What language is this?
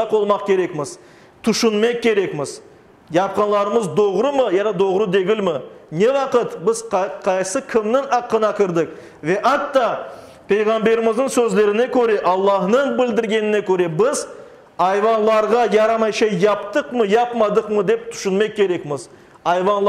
Crimean Tatar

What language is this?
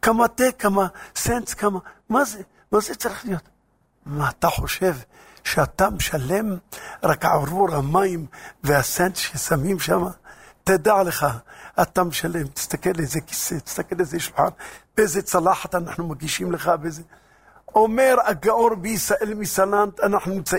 Hebrew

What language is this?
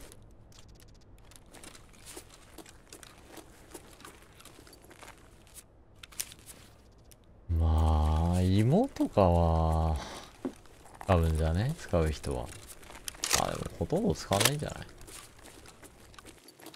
Japanese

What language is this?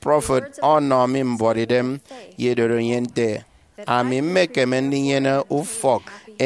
Efik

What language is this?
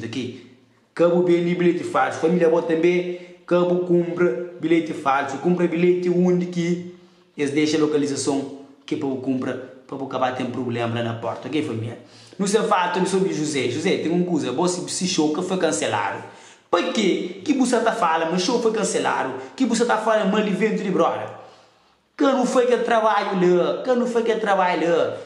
Kabuverdianu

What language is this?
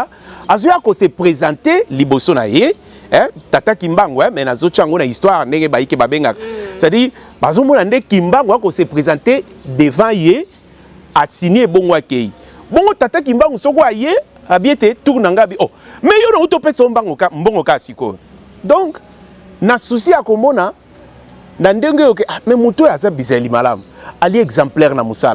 Lingala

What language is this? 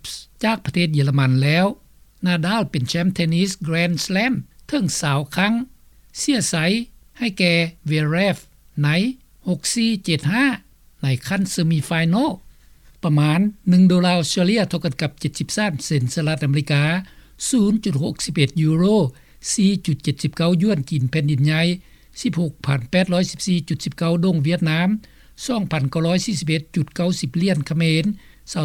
Lao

